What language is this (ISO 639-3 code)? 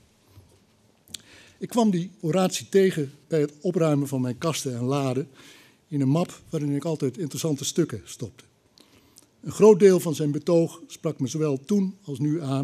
nld